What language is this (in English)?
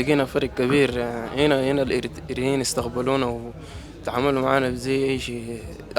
Sudanese Arabic